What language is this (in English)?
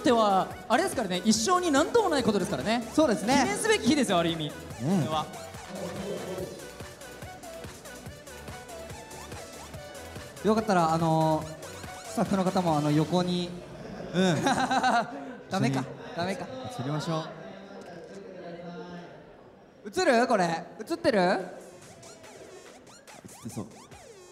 Japanese